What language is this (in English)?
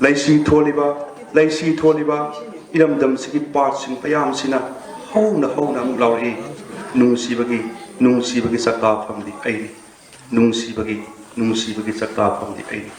Manipuri